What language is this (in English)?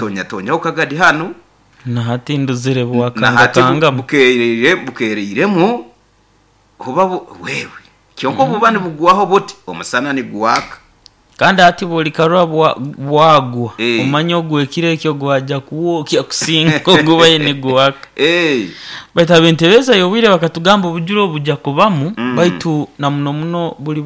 Nyoro